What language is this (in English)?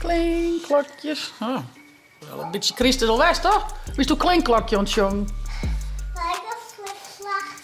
Western Frisian